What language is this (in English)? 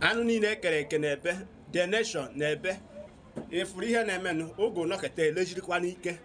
Igbo